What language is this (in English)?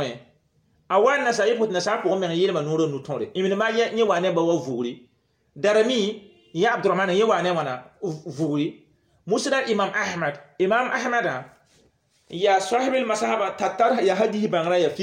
Mossi